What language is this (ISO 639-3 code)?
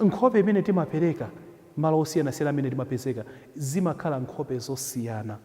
nya